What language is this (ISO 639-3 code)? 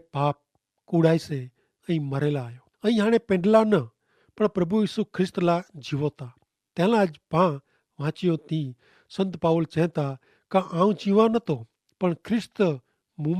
kfr